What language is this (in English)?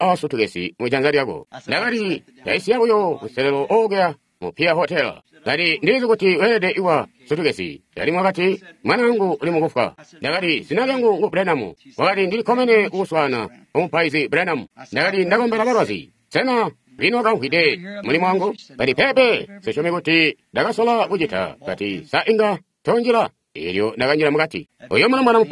Tonga (Zambia)